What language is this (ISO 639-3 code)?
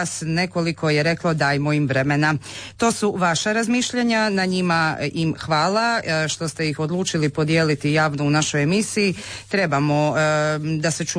hrv